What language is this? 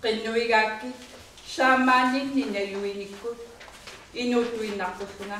Kalaallisut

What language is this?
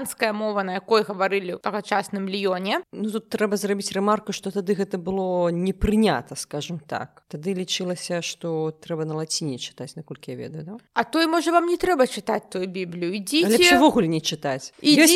Belarusian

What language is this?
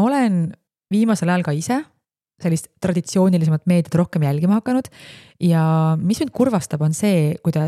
Estonian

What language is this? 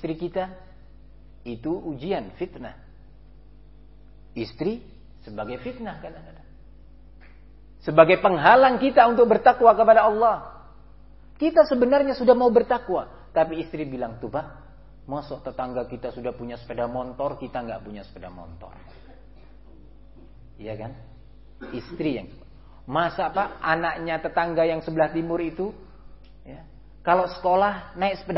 Indonesian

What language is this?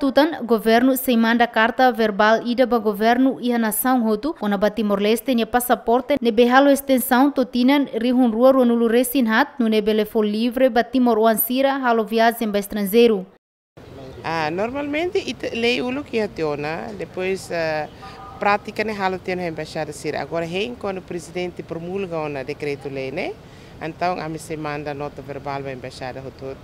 Tetum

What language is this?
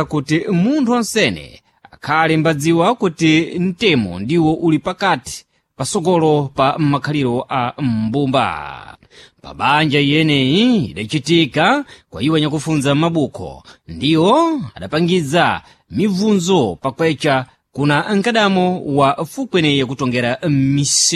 Sena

